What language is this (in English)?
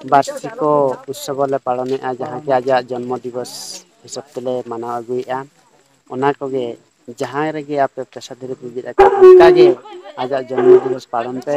Santali